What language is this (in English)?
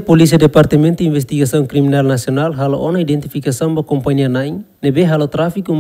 Tetum